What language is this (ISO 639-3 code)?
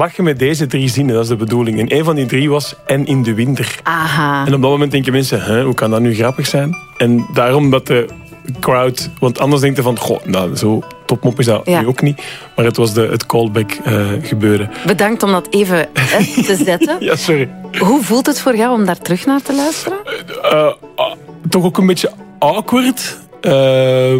nld